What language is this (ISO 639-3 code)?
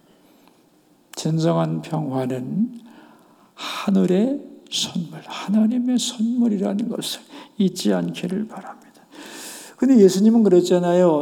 kor